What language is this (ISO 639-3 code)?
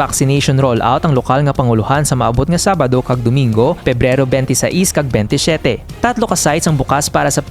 hil